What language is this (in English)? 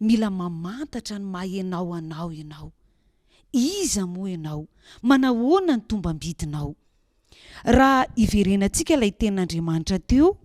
Malagasy